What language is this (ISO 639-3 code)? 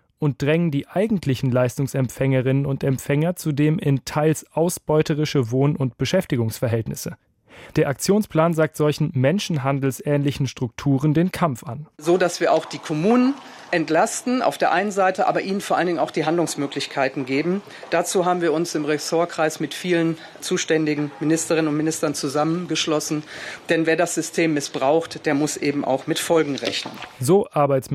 deu